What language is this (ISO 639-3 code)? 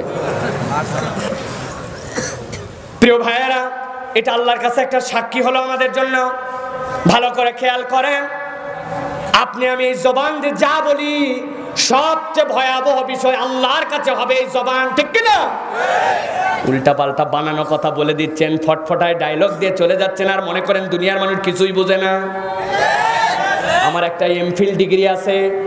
ben